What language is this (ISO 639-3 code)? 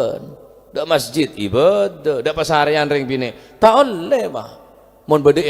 mad